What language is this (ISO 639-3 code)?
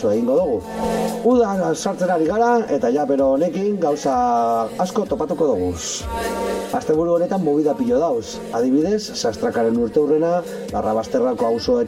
eus